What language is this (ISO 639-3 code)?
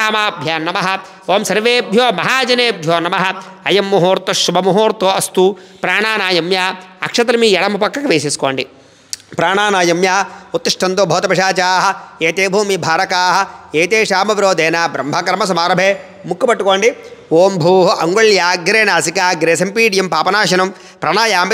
tel